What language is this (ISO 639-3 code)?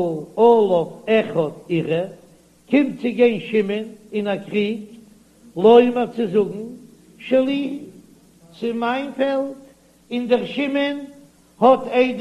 yid